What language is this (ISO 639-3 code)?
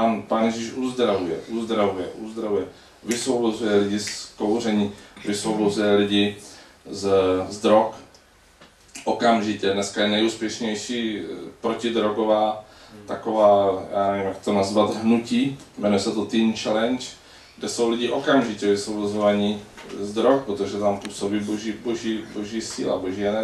ces